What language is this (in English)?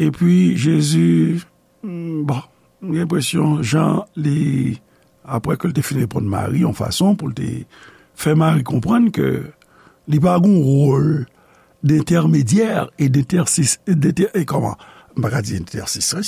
Haitian Creole